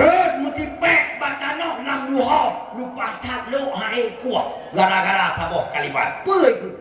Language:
Achinese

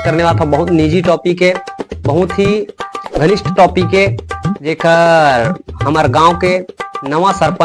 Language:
Chhattisgarhi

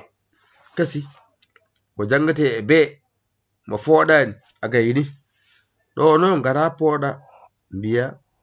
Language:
Fula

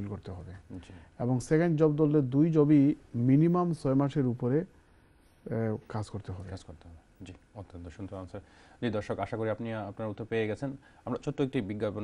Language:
Bangla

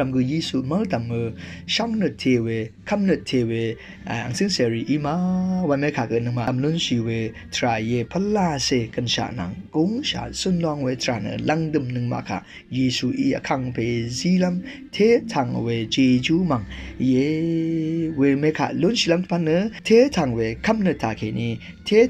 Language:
Rawang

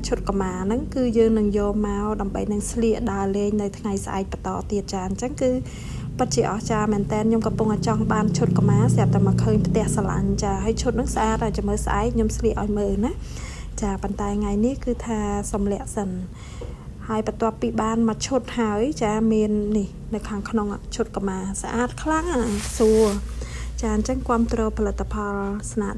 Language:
Khmer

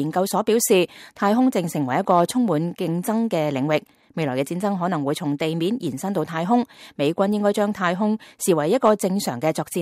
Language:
Cantonese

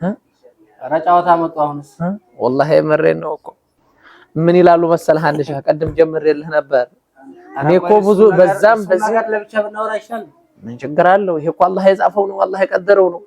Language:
Amharic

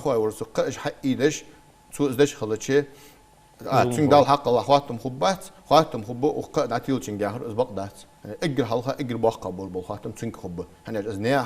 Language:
Ingush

